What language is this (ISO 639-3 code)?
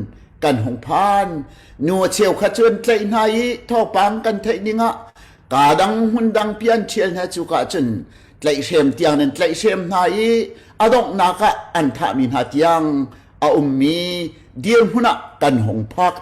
cnh